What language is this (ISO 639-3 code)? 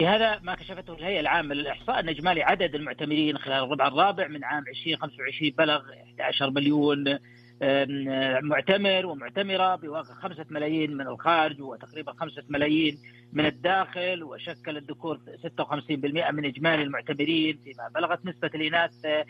ars